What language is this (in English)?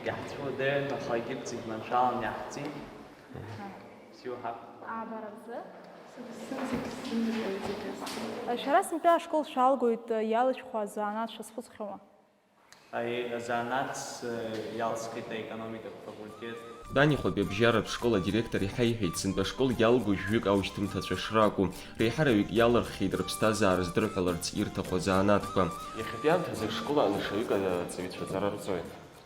Abkhazian